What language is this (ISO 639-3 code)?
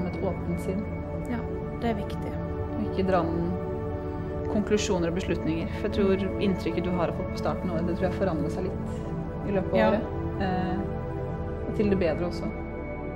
nor